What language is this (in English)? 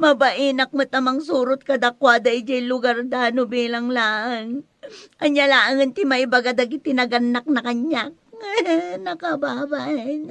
Iloko